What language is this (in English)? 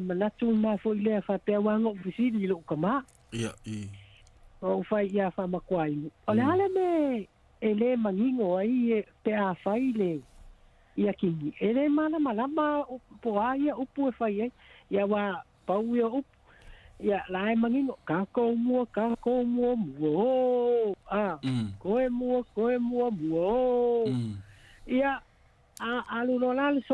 Samoan